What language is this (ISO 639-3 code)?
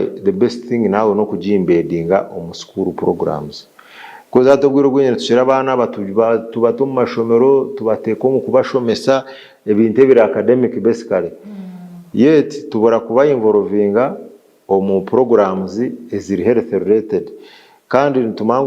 nyn